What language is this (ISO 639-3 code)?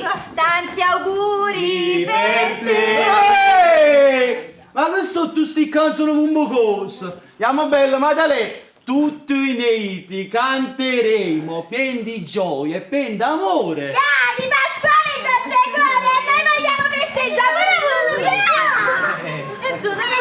nap